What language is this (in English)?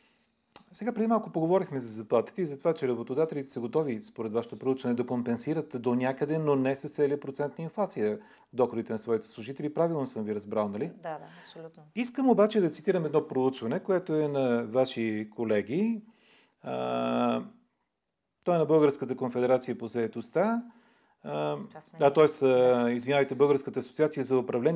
Bulgarian